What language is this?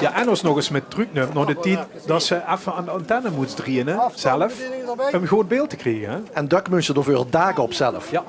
Limburgish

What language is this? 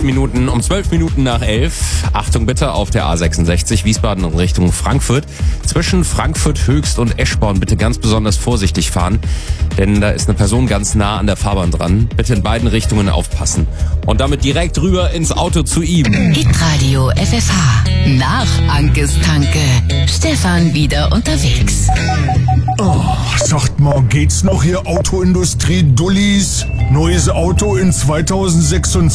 German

